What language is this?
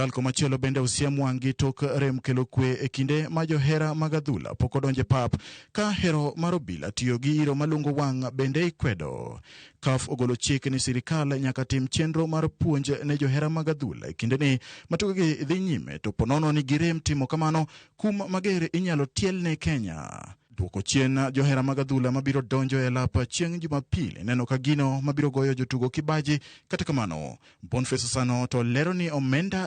Luo (Kenya and Tanzania)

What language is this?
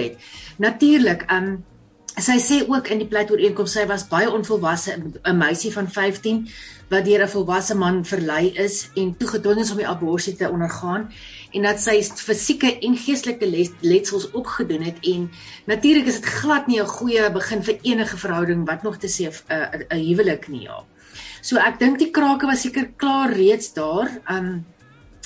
Afrikaans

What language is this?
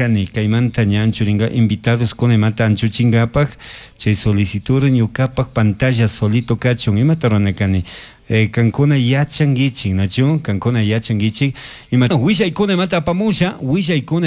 Chimborazo Highland Quichua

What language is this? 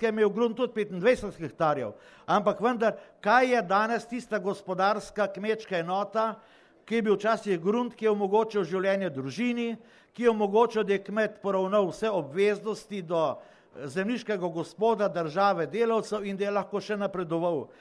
Slovenian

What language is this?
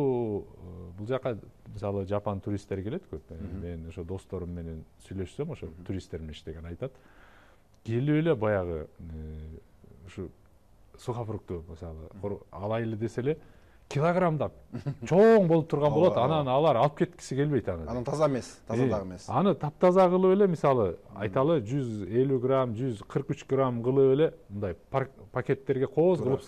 Kyrgyz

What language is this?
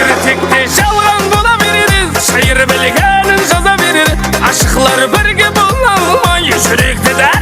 Kara-Kalpak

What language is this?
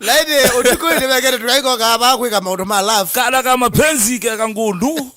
Kamba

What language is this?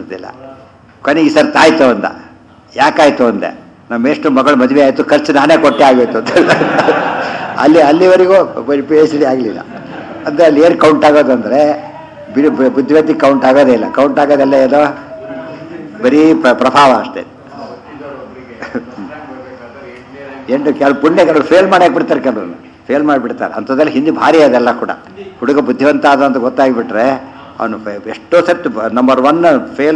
Kannada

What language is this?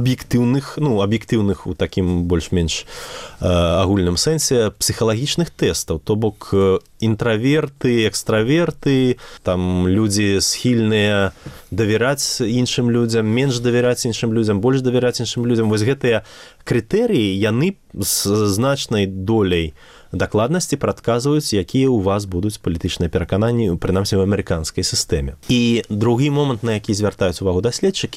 Belarusian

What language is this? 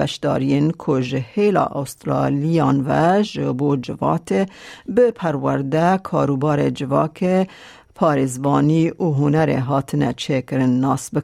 Kurdish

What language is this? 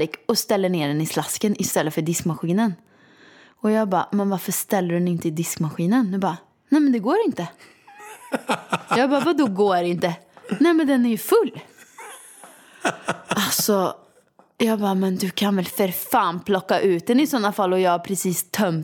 Swedish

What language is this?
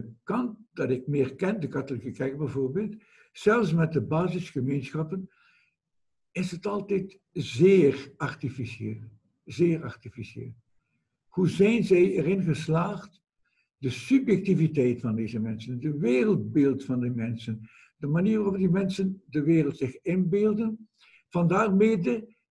Dutch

